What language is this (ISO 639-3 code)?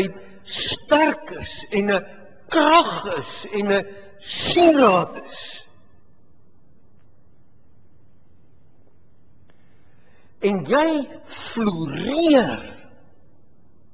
afr